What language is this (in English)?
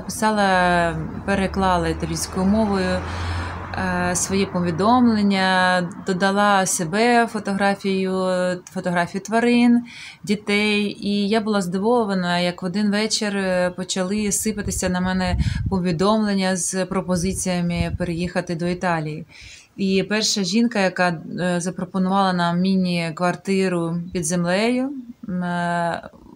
Ukrainian